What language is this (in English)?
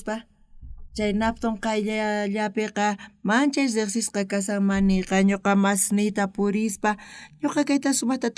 South Bolivian Quechua